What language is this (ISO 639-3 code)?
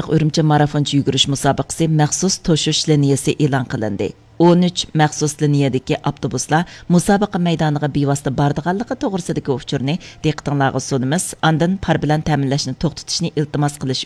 uig